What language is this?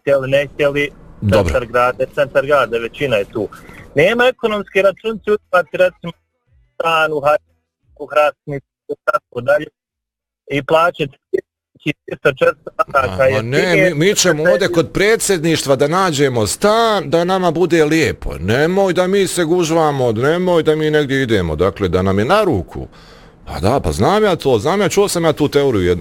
Bosnian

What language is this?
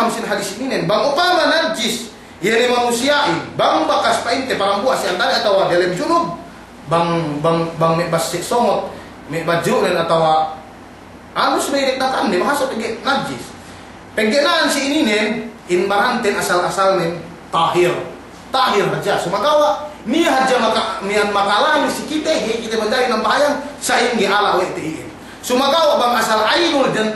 Yakan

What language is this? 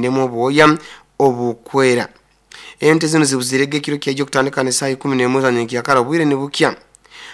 Nyoro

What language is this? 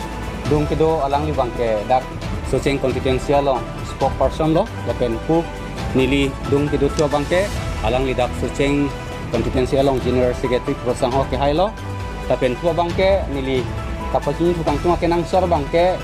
Karbi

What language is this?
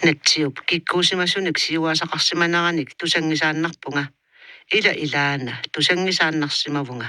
Kalaallisut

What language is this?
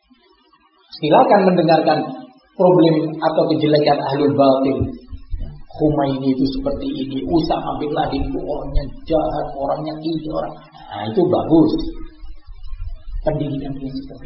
Indonesian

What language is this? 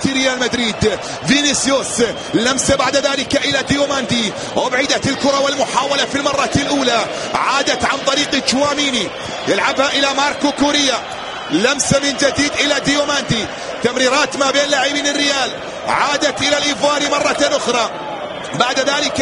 Arabic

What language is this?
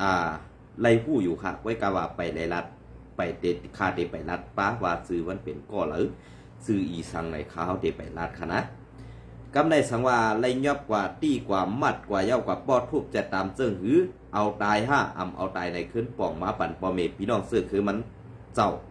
Shan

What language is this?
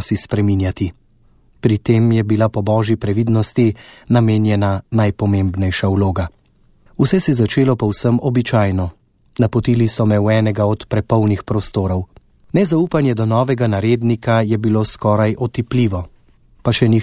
Slovenian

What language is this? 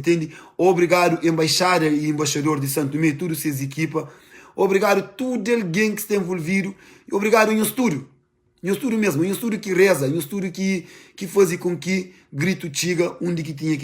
Kabuverdianu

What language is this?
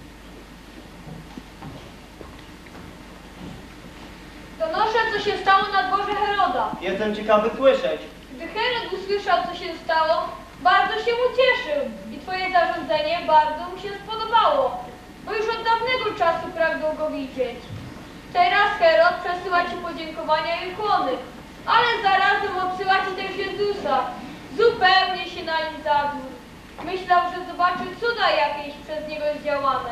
Polish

